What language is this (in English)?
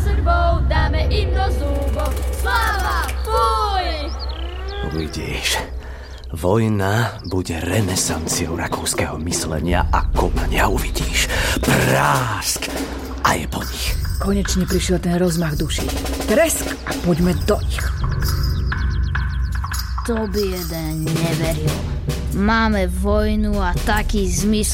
Slovak